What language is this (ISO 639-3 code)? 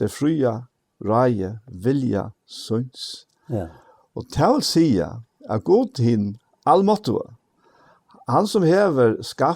fao